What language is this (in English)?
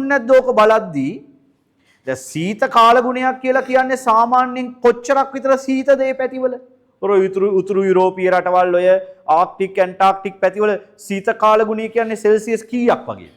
Sinhala